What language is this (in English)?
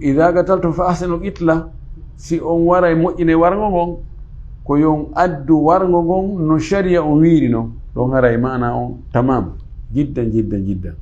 Fula